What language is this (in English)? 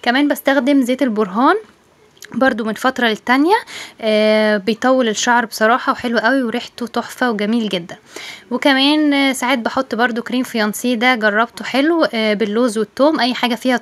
Egyptian Arabic